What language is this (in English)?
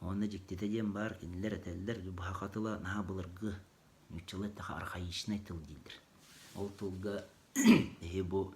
Yakut